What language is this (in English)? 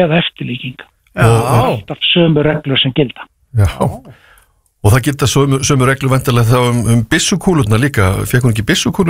Icelandic